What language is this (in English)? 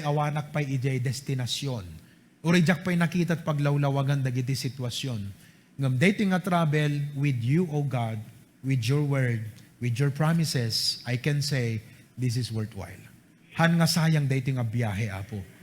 Iloko